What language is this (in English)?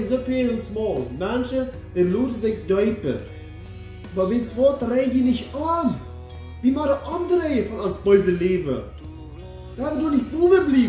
Plautdietsch